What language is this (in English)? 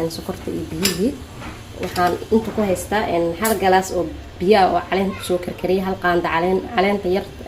Somali